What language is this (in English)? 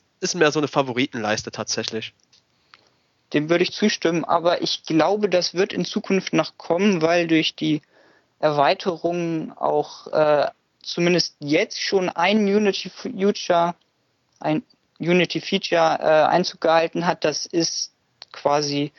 German